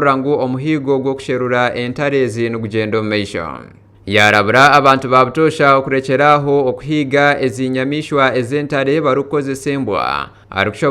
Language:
Nyankole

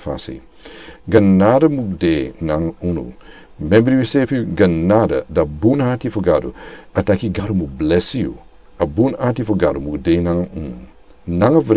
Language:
Sranan Tongo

